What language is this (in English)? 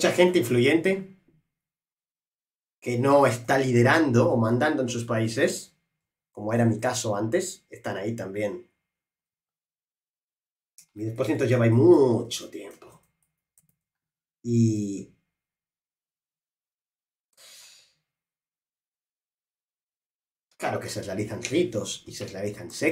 Spanish